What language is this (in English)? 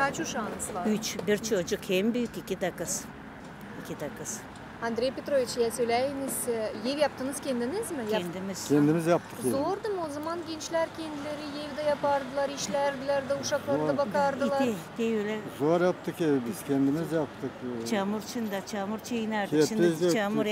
Gagauz